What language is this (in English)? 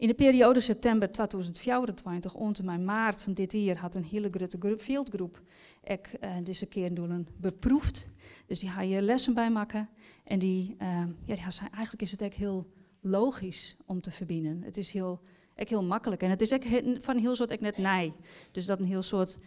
Western Frisian